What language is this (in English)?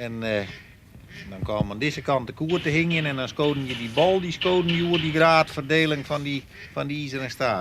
Western Frisian